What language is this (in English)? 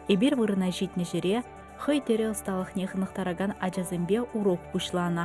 Chuvash